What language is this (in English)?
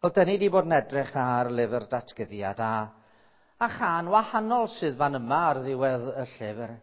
Welsh